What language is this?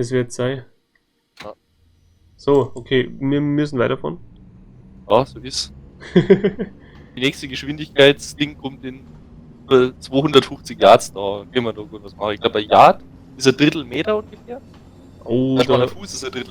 Bavarian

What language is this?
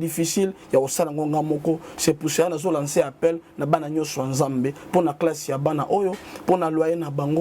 Lingala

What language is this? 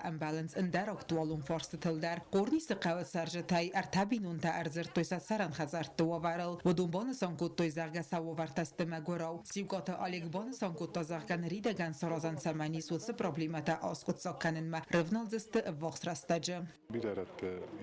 Ossetic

